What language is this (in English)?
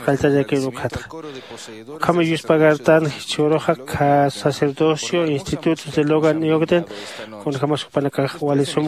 Aymara